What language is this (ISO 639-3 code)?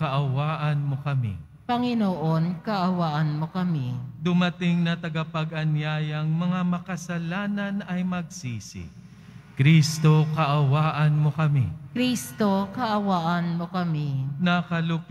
fil